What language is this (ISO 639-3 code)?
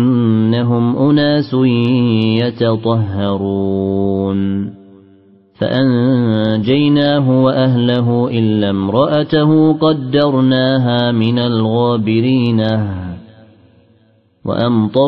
ara